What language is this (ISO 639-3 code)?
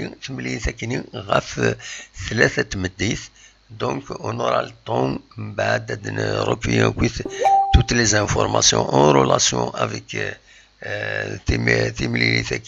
kab